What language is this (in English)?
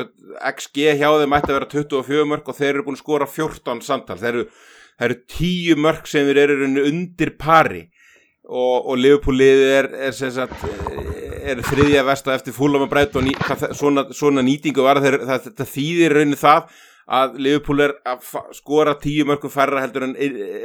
Icelandic